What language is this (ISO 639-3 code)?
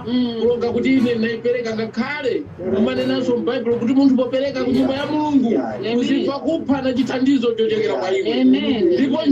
nya